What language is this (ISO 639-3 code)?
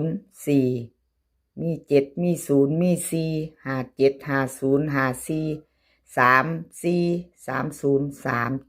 tts